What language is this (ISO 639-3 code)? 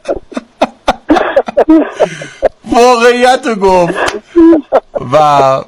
fas